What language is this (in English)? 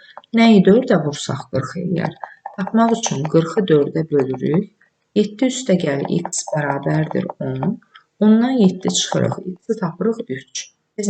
Azerbaijani